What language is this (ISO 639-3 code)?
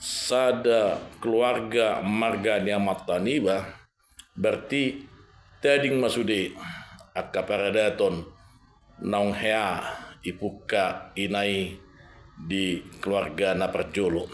bbc